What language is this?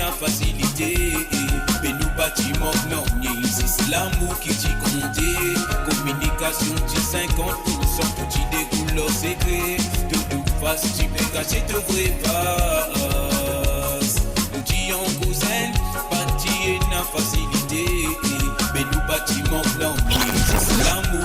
Morisyen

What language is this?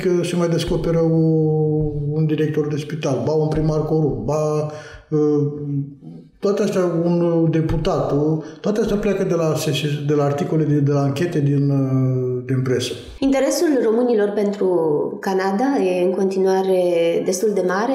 Romanian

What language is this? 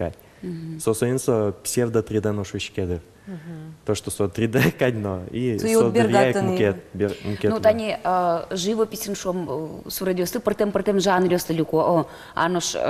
Udmurt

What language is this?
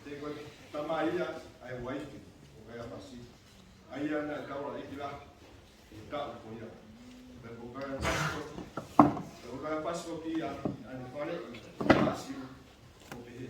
Tongan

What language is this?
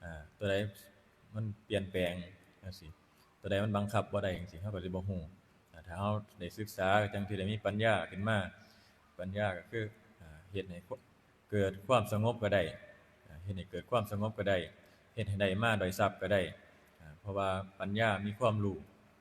Northeastern Thai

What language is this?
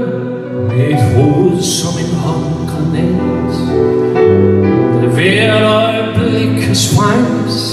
Danish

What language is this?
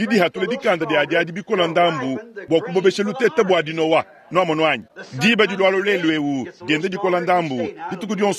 Luba-Lulua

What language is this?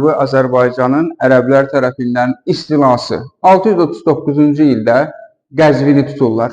Azerbaijani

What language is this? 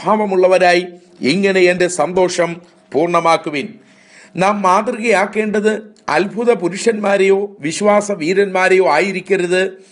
Malayalam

